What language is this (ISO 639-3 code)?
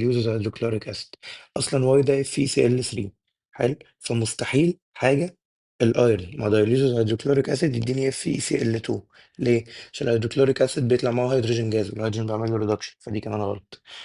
arz